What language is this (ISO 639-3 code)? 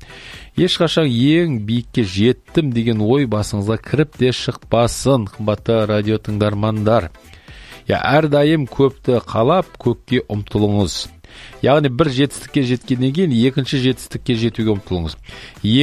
kaz